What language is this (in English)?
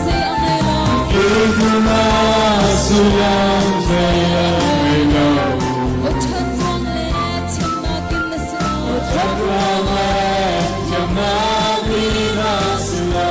Hakha Chin